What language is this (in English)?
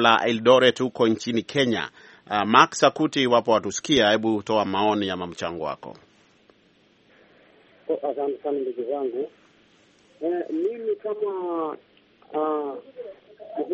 Swahili